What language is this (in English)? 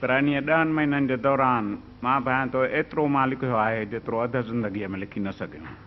Sindhi